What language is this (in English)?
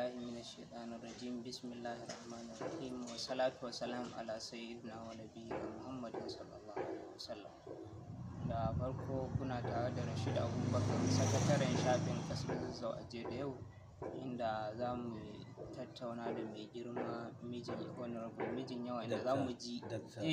Hausa